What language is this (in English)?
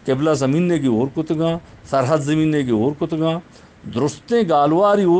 Eastern Balochi